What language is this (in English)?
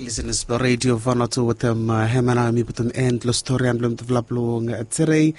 Bislama